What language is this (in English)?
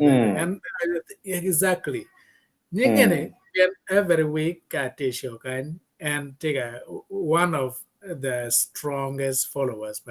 Acoli